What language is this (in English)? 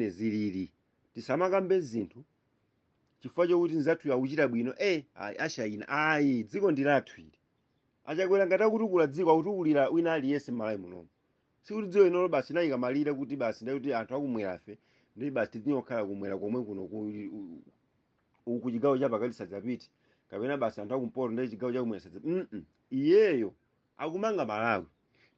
Nyanja